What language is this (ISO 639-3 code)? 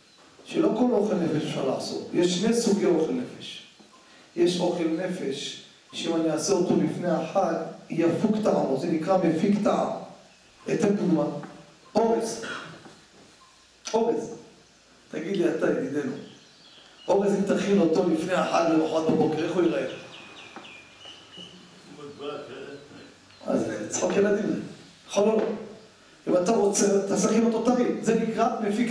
heb